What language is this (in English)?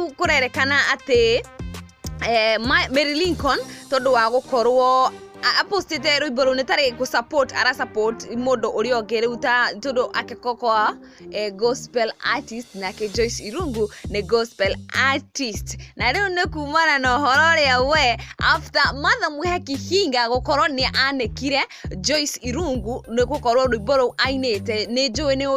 Kikuyu